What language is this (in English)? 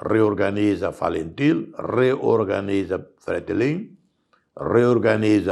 Tetum